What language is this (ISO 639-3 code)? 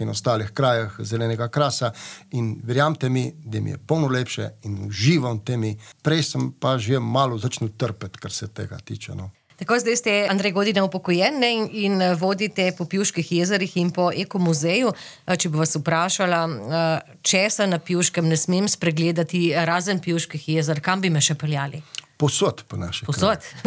slv